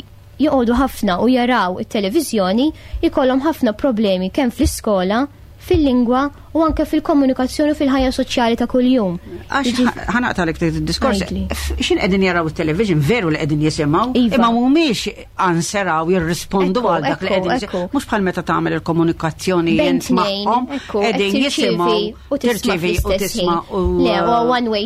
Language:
Maltese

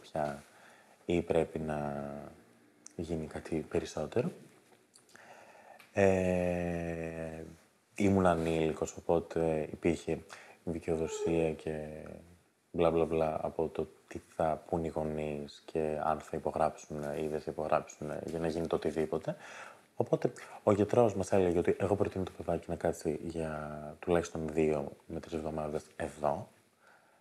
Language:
Greek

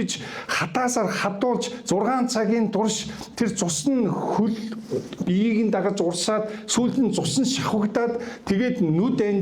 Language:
Mongolian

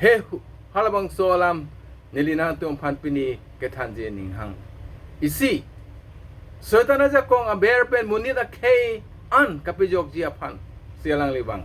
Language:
Karbi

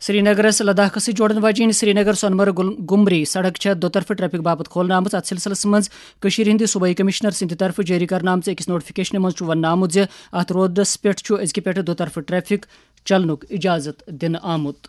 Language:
Kashmiri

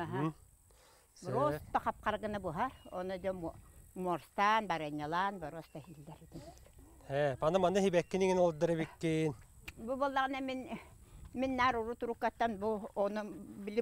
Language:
Yakut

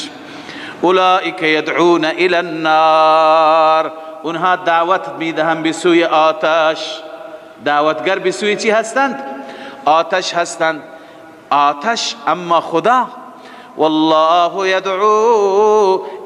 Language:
Persian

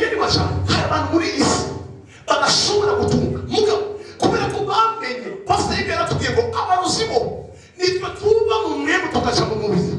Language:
Rundi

